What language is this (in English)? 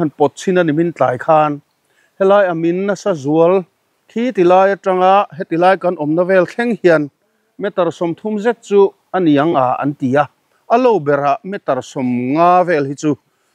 Mizo